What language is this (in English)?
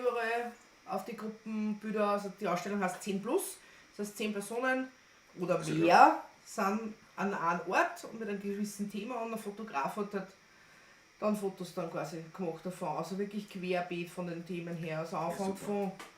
Bavarian